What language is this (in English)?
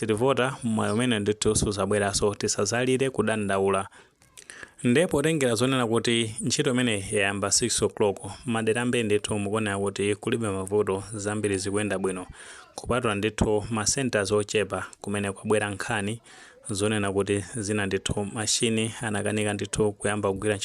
Nyanja